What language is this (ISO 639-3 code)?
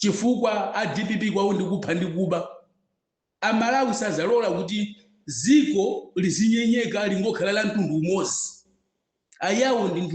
nya